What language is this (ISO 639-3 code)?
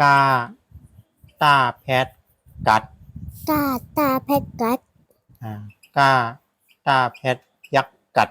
shn